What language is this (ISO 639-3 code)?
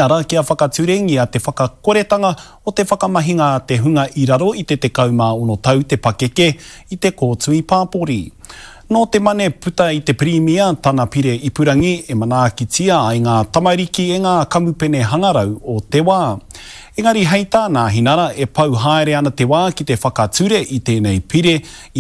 mri